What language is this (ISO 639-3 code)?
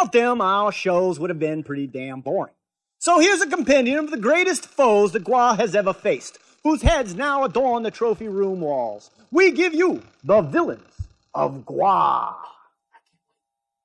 eng